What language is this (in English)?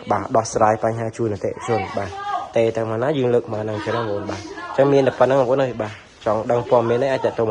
Khmer